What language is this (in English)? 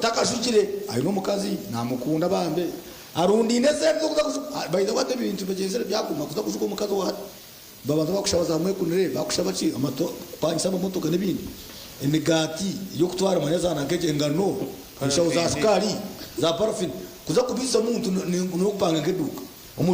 Nyankole